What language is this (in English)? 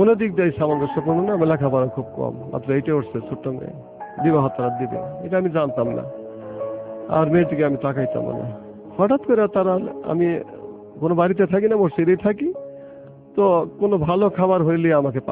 Bangla